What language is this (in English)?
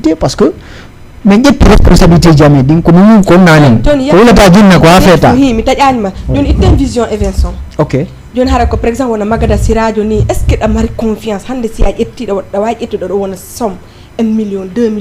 Fula